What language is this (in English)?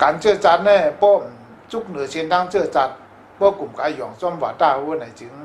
Shan